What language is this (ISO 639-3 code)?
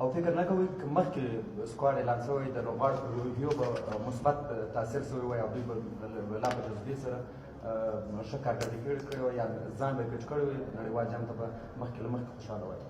pus